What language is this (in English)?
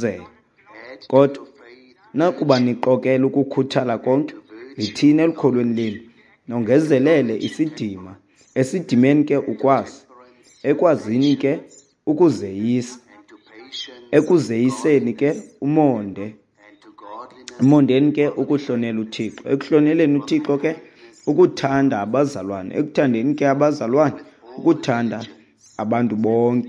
Xhosa